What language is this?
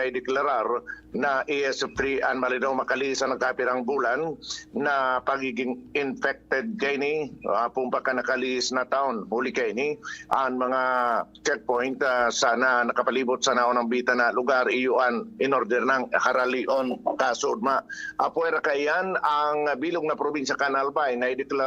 Bikol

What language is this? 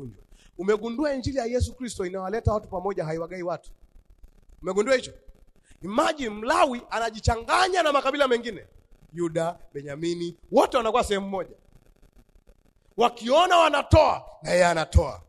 Swahili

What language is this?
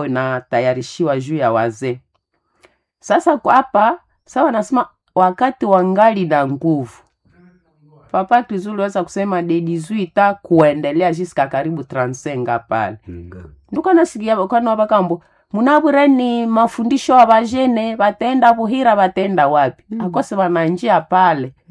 Swahili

